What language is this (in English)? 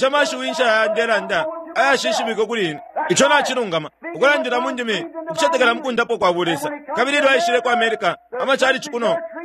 Bemba